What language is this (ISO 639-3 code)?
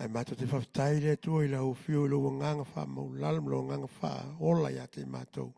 smo